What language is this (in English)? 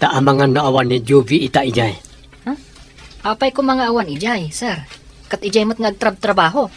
Iloko